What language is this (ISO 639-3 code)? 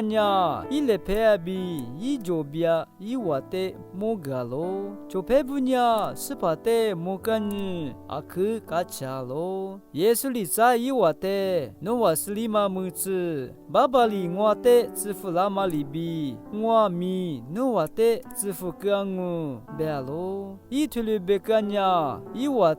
lis